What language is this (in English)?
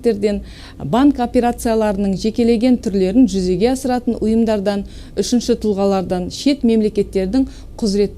Kazakh